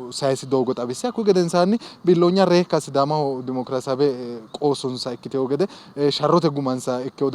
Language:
Sidamo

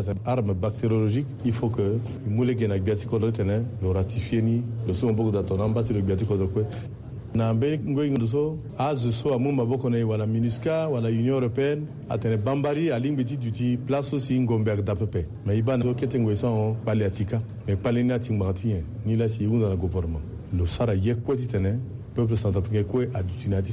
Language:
Sango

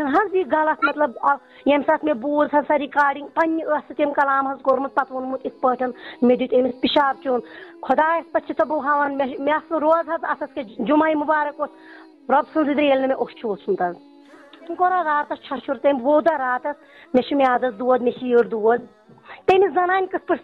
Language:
Kashmiri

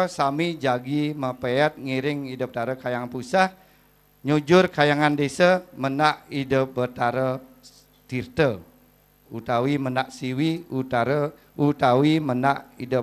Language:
Balinese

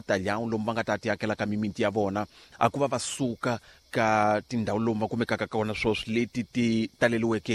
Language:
Tsonga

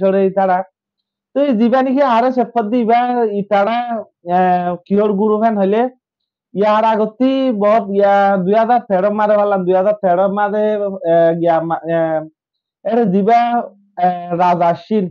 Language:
Rohingya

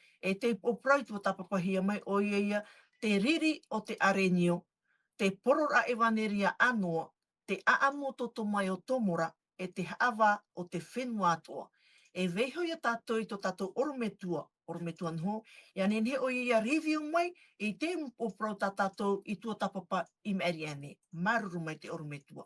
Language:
Tahitian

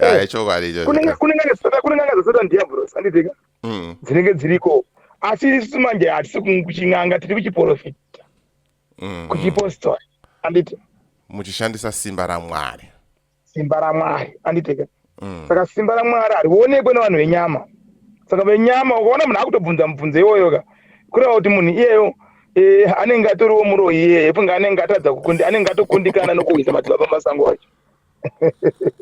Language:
Shona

